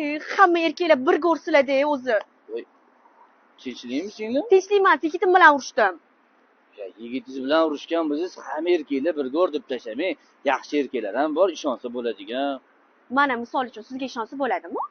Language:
Uzbek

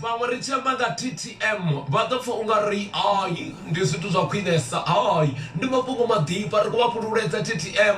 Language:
Venda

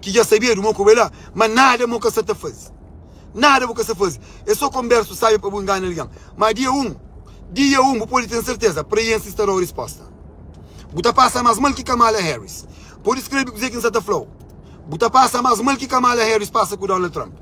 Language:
Kabuverdianu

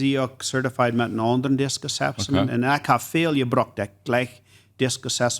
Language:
Plautdietsch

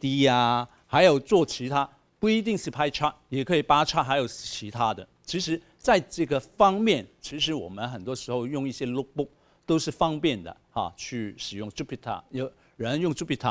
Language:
Chinese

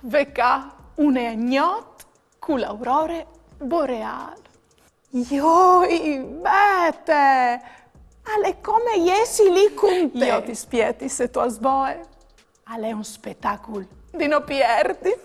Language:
Friulian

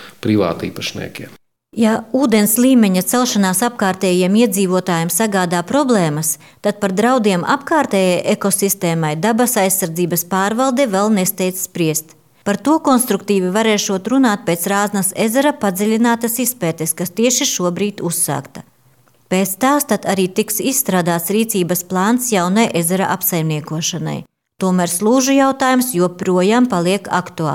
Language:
Latvian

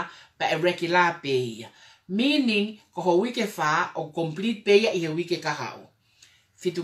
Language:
Tongan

